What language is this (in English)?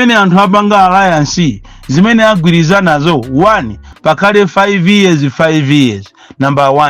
Nyanja